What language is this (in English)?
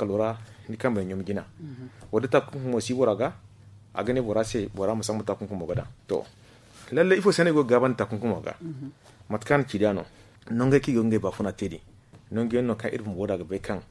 Zarma